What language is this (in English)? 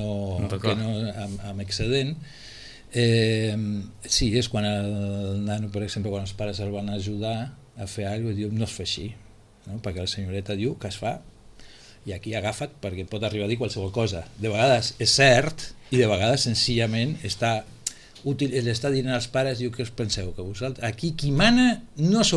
Catalan